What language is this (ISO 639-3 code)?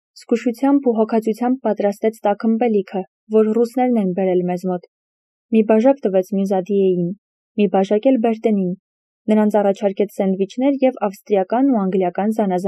hye